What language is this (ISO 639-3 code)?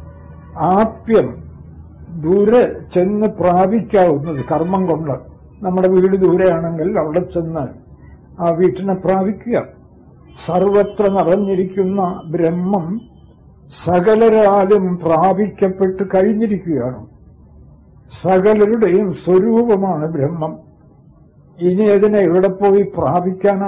mal